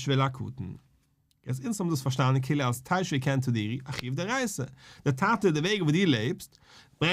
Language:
Yiddish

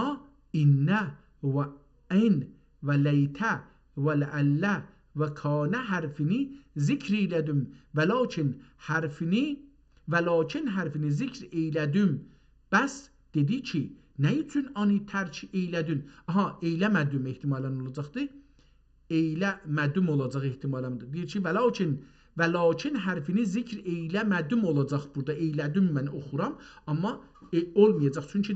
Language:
South Azerbaijani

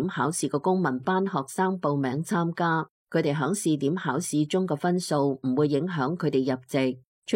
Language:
Cantonese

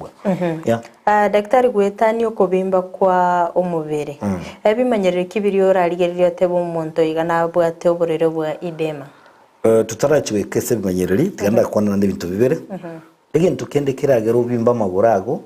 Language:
Gusii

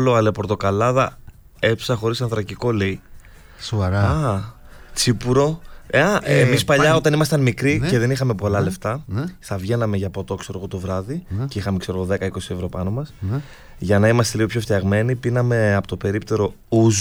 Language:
Greek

